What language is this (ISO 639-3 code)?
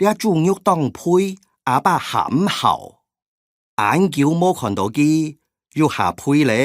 hak